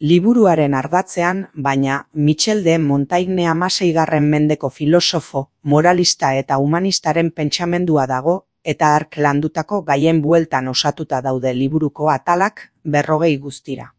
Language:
Basque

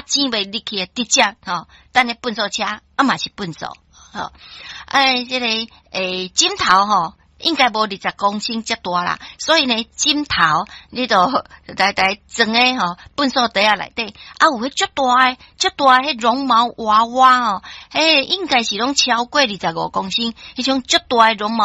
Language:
Min Nan Chinese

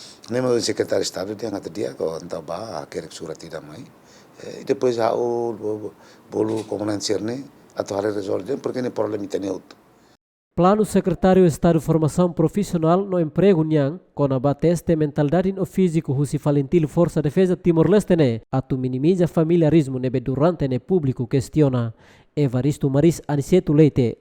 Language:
Tetum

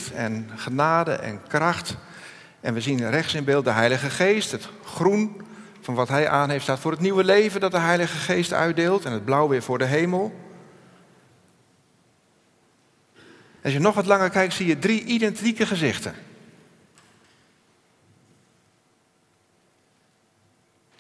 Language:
Dutch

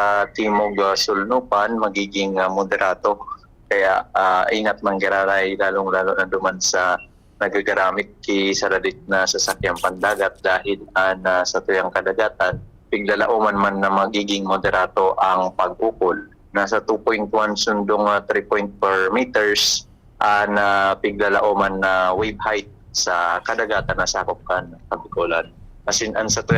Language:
Bikol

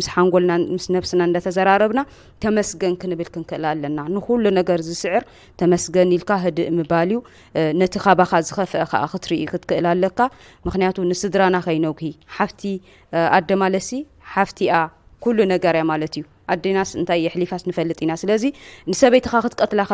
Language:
Tigrinya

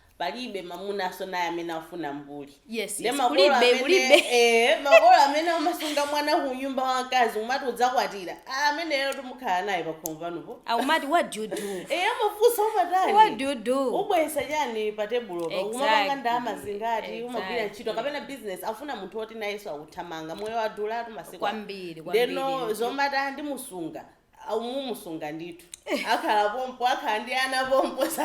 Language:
Nyanja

